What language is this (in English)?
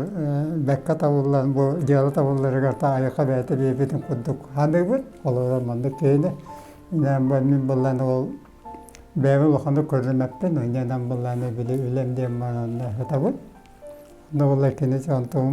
Yakut